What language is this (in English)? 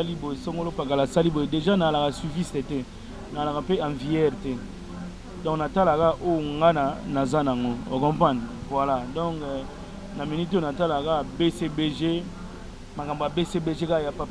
Lingala